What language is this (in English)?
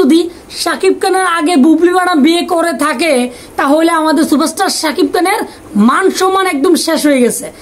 Bangla